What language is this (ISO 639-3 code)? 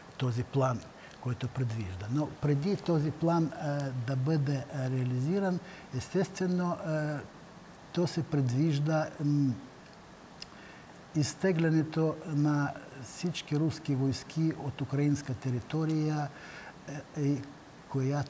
bul